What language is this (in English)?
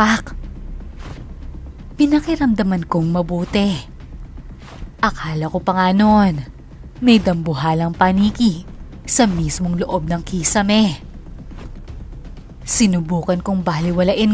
Filipino